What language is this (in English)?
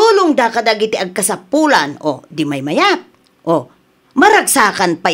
Iloko